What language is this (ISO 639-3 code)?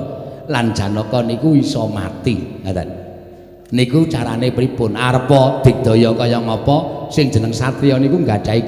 jav